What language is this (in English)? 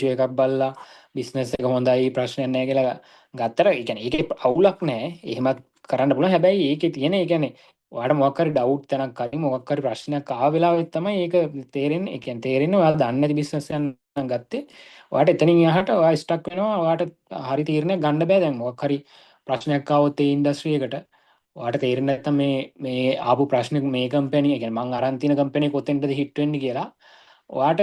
Sinhala